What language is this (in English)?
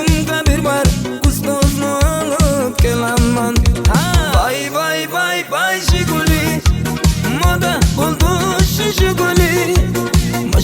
Turkmen